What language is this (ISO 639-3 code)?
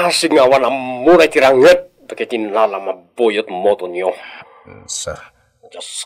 ilo